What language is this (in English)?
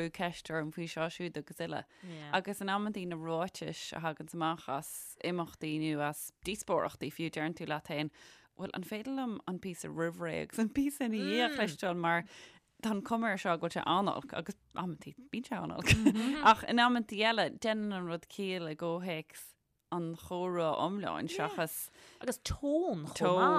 Irish